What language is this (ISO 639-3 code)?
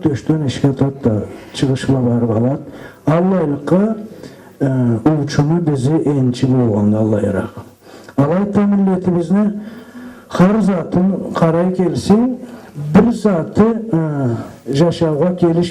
krc